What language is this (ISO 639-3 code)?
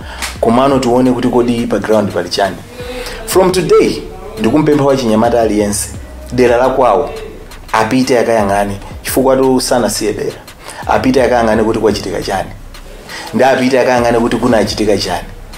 nya